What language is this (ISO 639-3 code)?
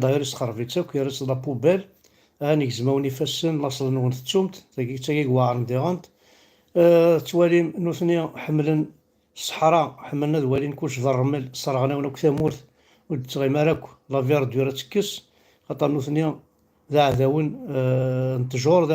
kab